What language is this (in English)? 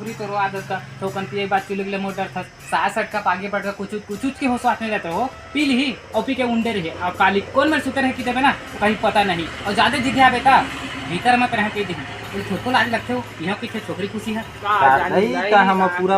Chhattisgarhi